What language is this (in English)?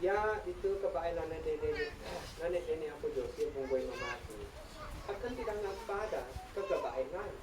Isnag